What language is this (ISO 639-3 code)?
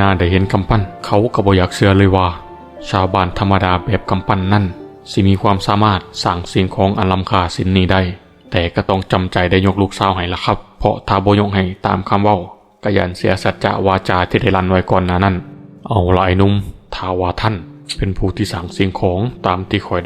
lao